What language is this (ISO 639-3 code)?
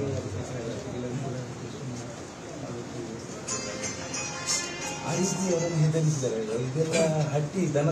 kan